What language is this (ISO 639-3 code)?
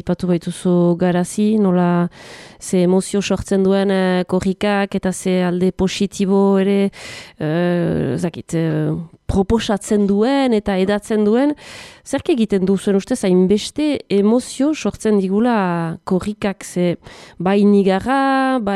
eus